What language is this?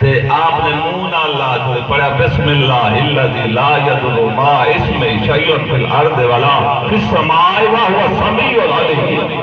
Saraiki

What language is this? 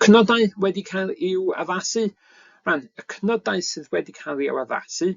Welsh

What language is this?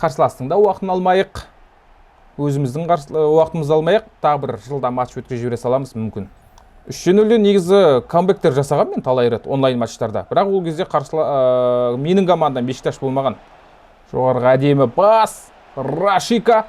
Kazakh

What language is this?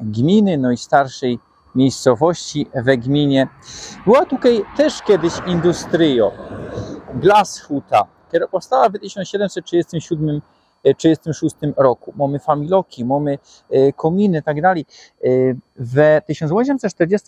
Silesian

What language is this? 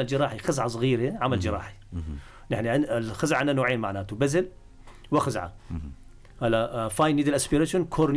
North Levantine Arabic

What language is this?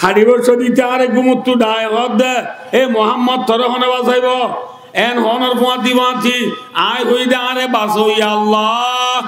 Rohingya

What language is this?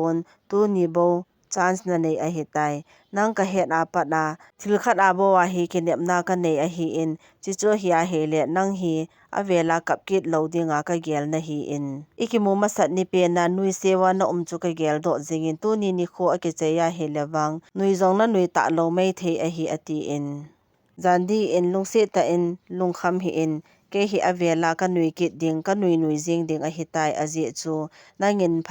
Thado Chin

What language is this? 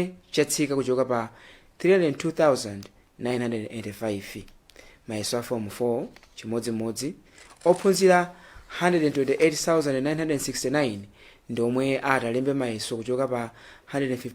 Nyanja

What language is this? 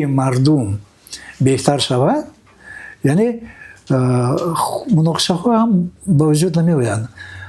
Tajik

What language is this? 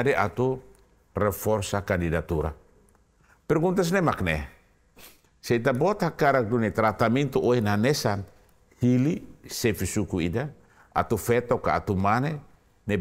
Tetum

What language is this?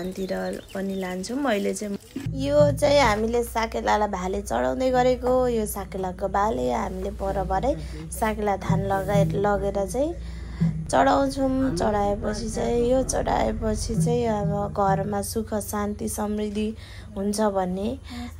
Nepali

